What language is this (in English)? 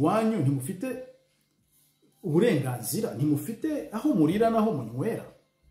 Kinyarwanda